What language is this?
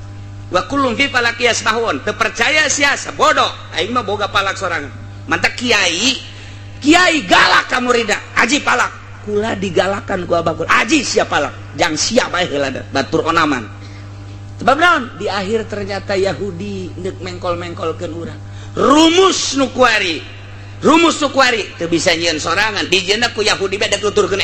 Sundanese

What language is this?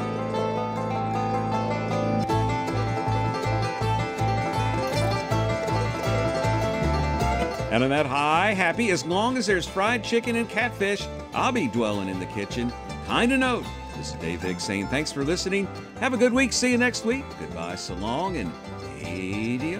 English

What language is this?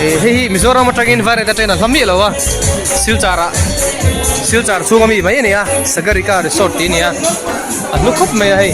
Mizo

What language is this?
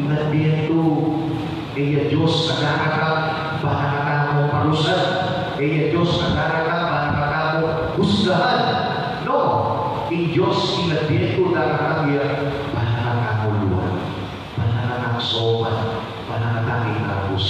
Pampanga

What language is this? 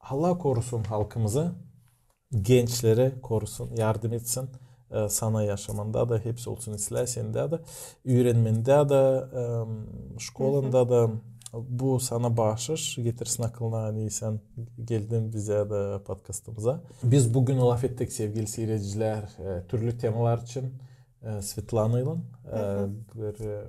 Gagauz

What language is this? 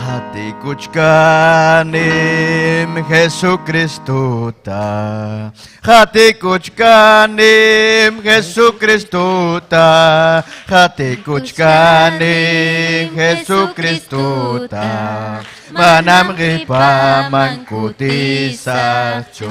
Ayacucho Quechua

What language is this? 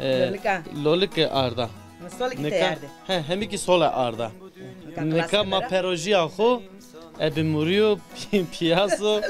Zaza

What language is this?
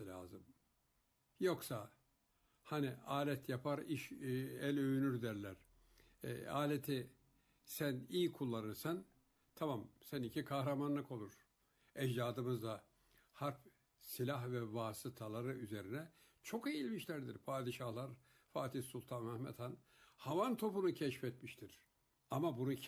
Turkish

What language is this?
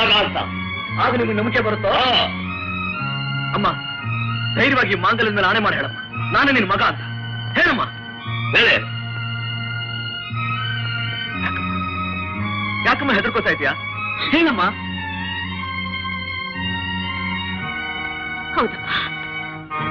Kannada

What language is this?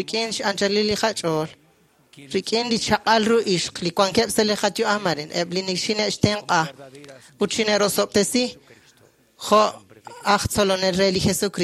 Kekchí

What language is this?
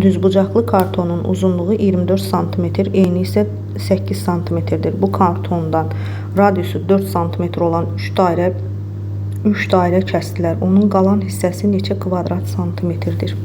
Azerbaijani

